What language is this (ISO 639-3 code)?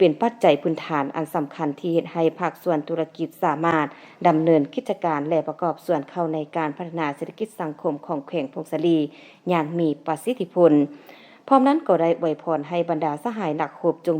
lao